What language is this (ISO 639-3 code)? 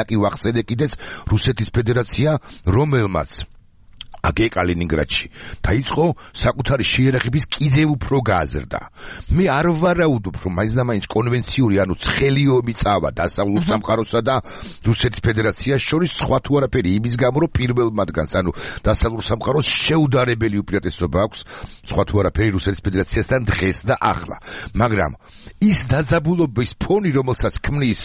kat